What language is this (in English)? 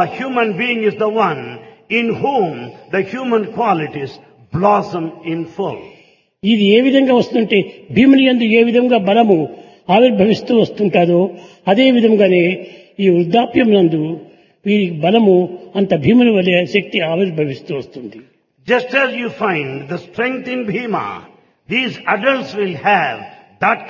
Telugu